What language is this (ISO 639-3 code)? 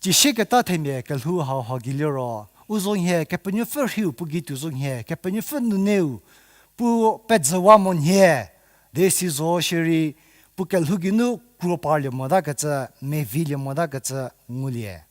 njm